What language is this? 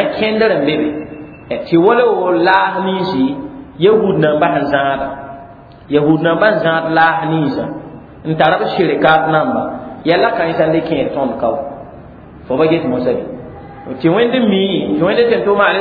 Mossi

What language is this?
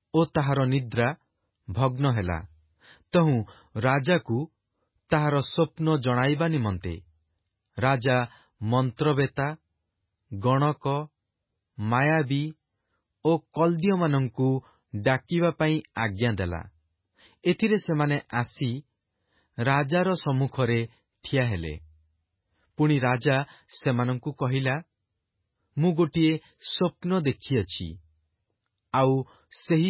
Odia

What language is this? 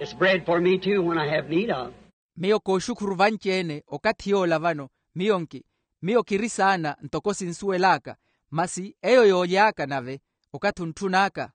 Makhuwa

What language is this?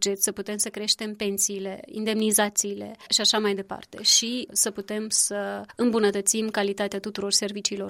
Romanian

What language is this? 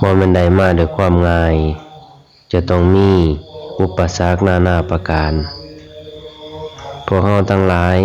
Lao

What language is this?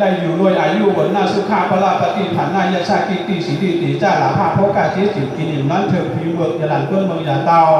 Shan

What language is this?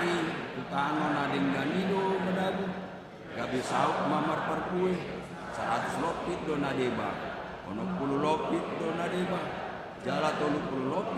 Batak Toba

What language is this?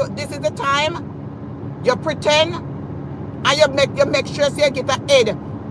Jamaican Creole English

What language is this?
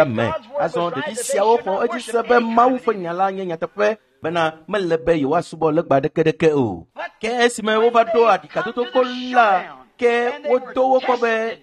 Ewe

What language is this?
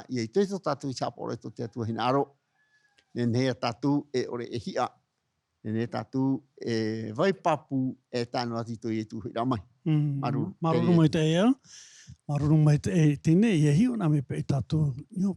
Tahitian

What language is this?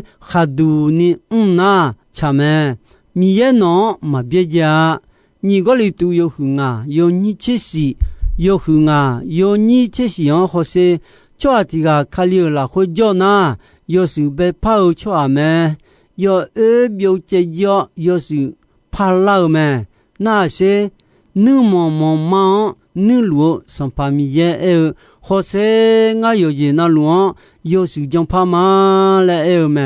Akha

